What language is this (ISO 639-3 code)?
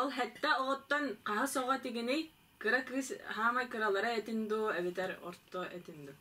sah